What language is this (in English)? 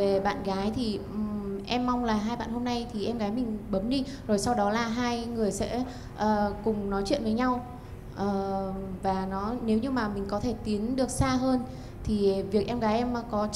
Vietnamese